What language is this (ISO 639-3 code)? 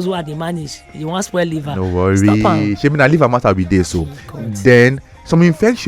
pcm